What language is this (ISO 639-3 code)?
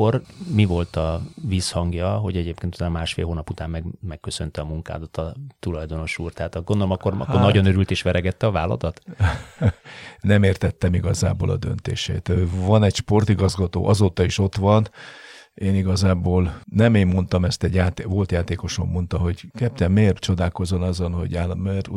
hun